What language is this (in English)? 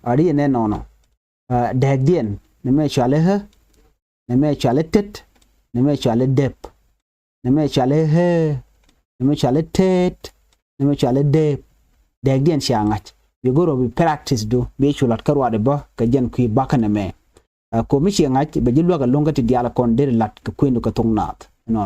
Nuer